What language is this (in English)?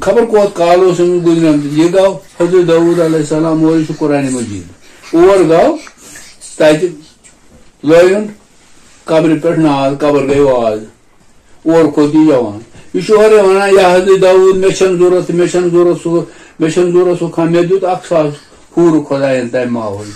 Kashmiri